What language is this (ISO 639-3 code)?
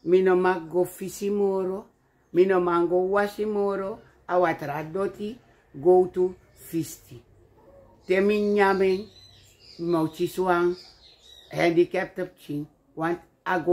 srn